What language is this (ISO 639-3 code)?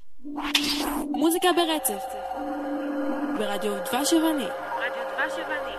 heb